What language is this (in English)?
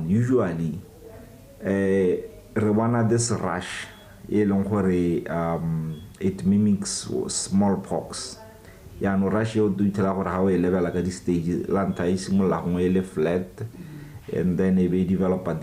Tswana